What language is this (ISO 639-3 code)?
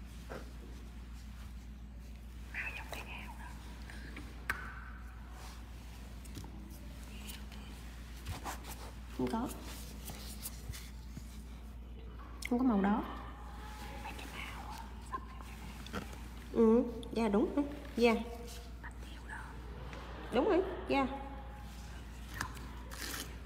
vie